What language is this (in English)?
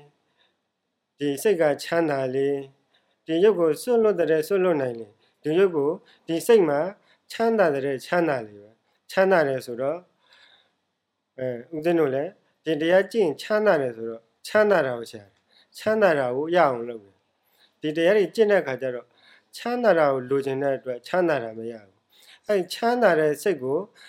Burmese